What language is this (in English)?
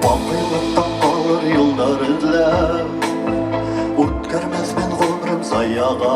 Bashkir